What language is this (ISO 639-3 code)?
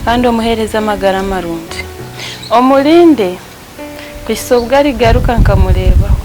nyn